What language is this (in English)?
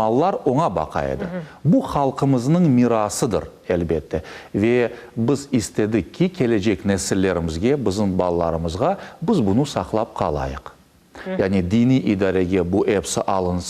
Crimean Tatar